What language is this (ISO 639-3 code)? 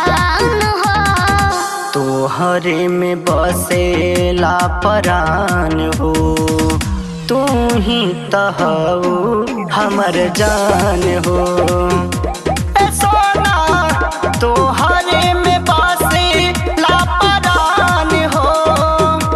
bho